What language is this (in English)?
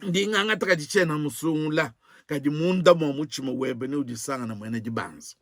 Luba-Lulua